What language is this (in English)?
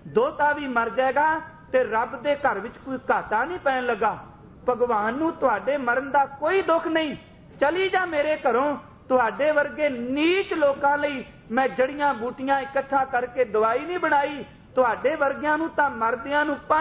Punjabi